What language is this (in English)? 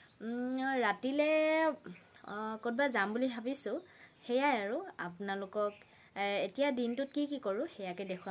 Assamese